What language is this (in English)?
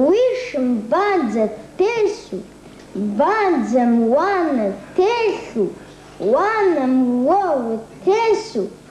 Kabardian